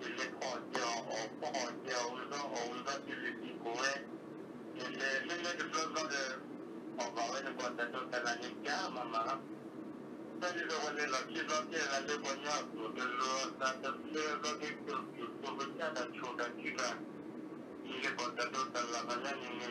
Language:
S'gaw Karen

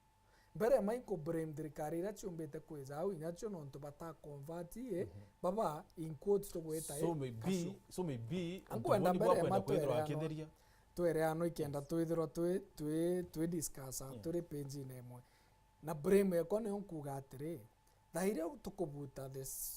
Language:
Meru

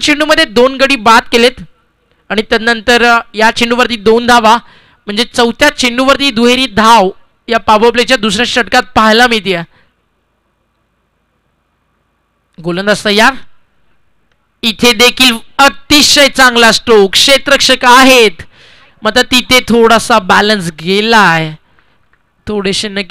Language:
Marathi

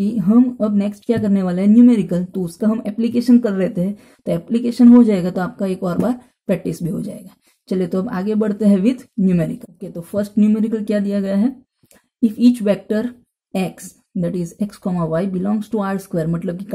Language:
Hindi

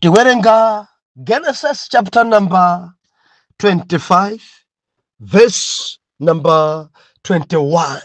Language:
Nyanja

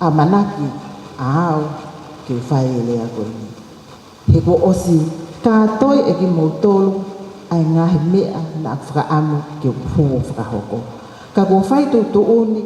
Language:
Tongan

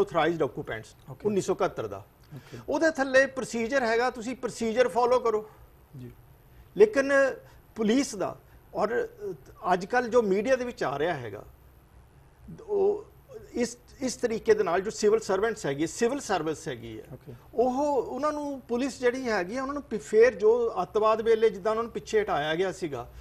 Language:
Punjabi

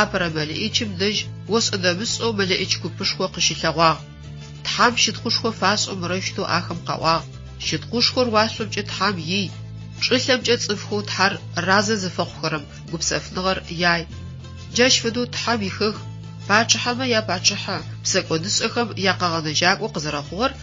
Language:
Adyghe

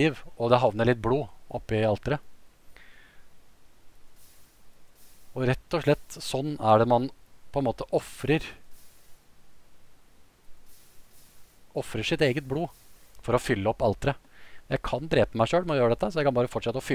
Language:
Norwegian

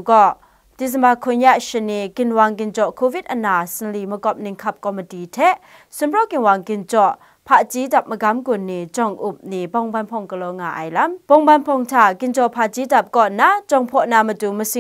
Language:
Kachin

